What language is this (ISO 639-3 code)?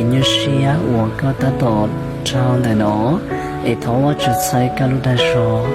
hmn